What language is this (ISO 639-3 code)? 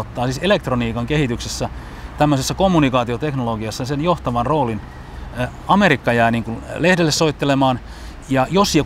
fin